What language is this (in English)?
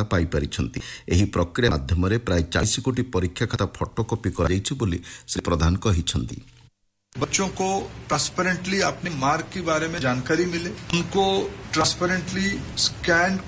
Odia